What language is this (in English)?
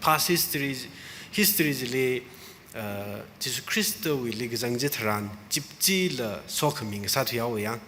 Tangkhul Naga (India)